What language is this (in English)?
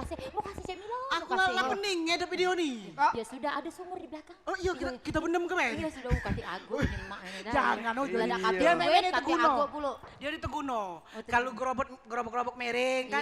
Musi